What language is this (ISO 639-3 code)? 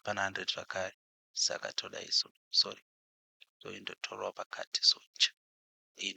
sna